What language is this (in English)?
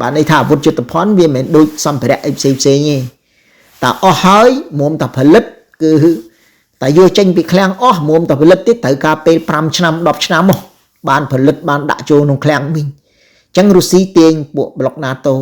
Khmer